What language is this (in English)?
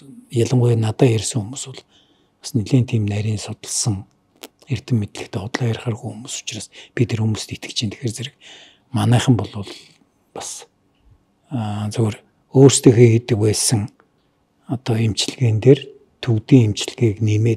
Mongolian